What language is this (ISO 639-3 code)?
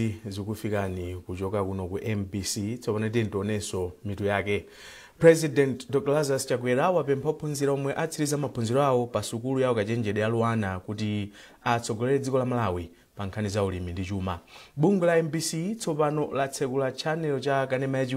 nya